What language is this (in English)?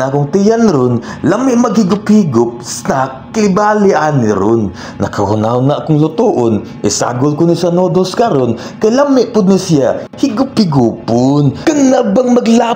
Cebuano